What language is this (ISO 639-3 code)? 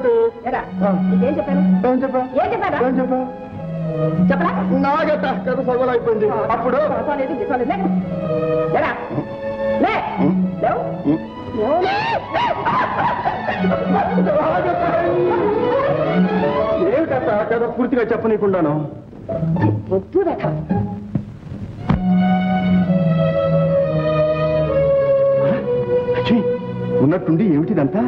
tel